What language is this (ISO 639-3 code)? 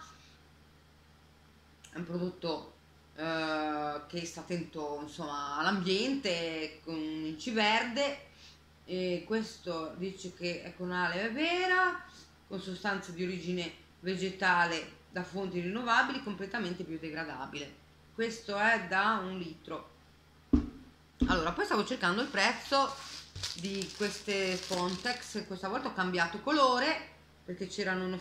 ita